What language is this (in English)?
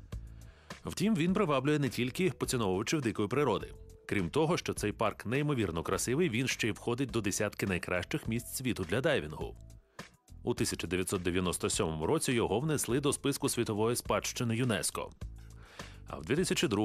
Ukrainian